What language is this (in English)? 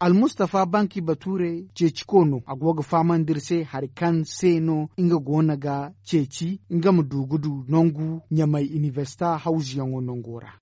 Zarma